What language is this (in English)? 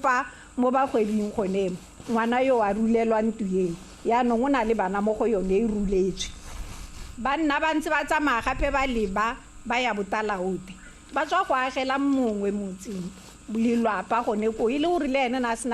Tswana